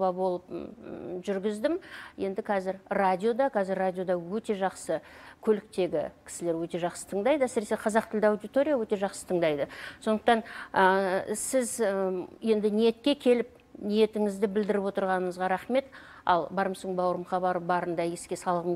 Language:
Kazakh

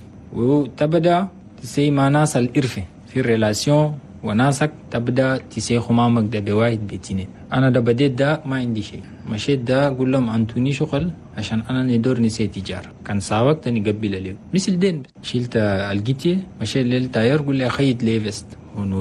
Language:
Chadian Arabic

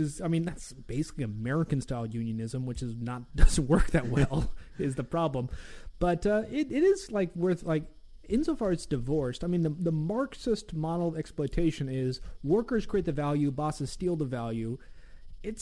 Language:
English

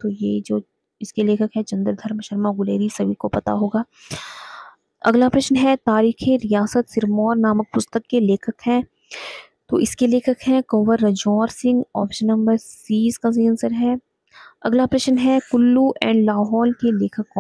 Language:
Hindi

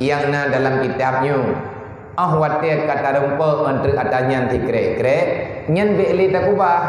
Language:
Achinese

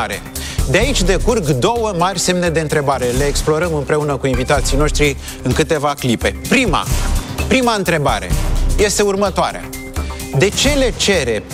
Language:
Romanian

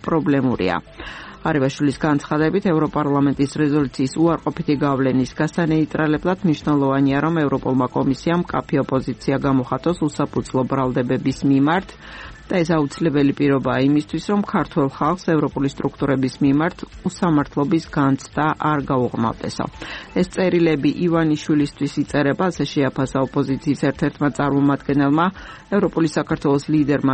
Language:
Georgian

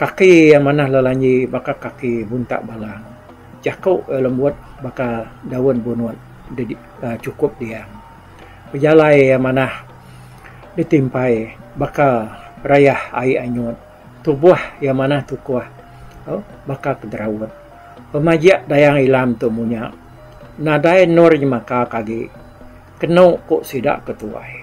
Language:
Iban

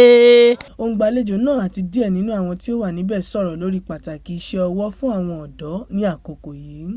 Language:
Yoruba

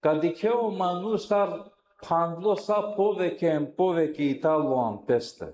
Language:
Balkan Romani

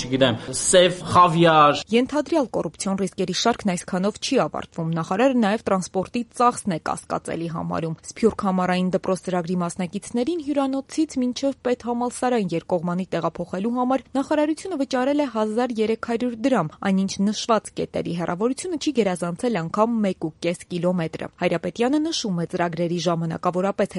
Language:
Armenian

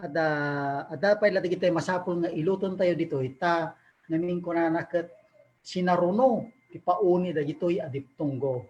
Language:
Iloko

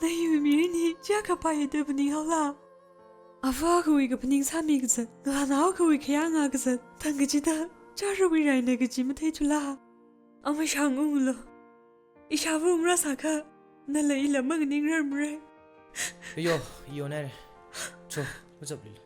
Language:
Tangkhul Naga (India)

